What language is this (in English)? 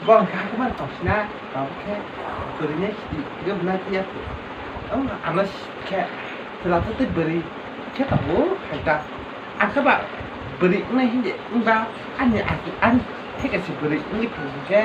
Kok Borok